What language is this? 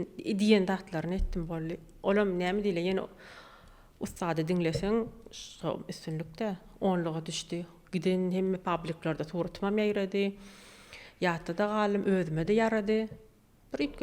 Turkmen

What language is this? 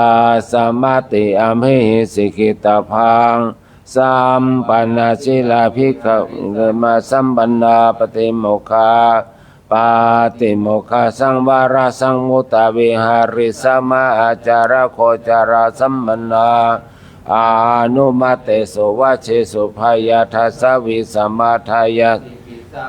Pali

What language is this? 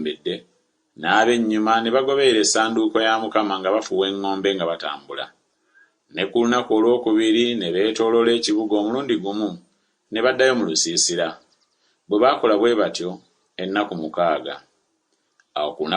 Ganda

